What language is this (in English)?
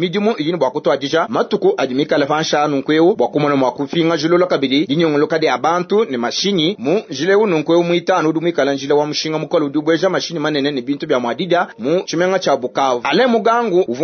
Luba-Lulua